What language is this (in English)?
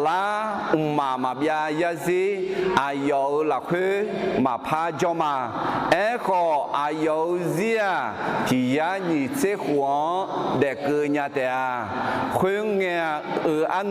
Akha